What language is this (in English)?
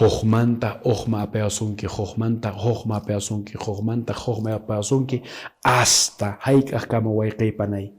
Quechua